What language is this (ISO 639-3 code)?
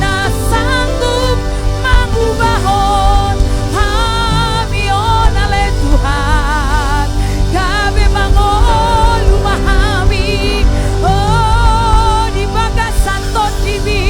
bbc